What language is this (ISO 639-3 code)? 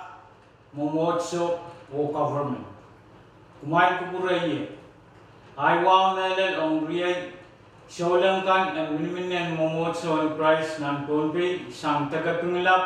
pon